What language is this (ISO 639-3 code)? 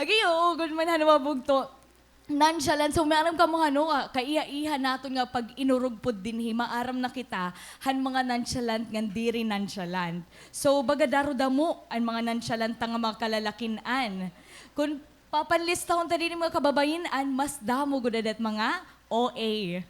war